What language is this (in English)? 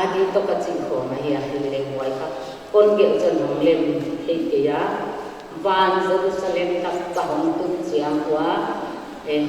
Paite Chin